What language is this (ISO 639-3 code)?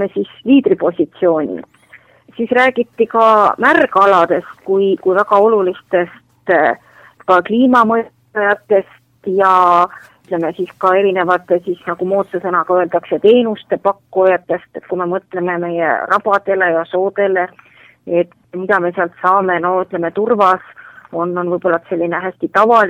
est